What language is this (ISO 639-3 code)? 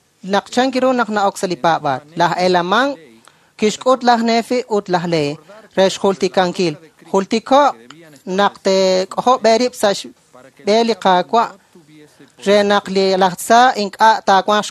kek